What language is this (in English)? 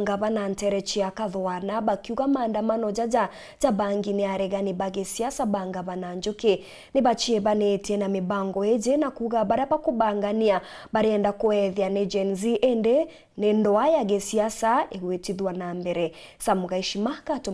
Meru